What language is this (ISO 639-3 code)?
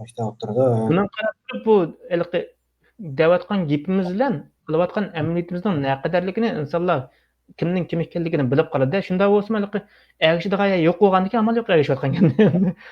uig